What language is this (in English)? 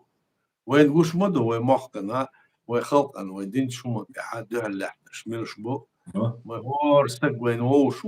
Chechen